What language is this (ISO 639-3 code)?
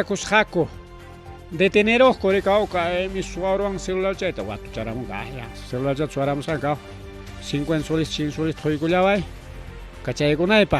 quy